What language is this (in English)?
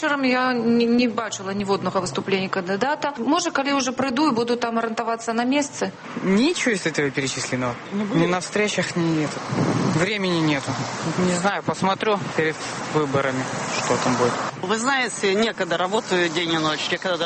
Belarusian